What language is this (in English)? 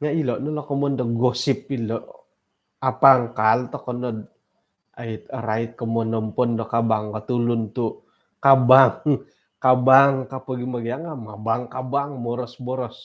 Central Dusun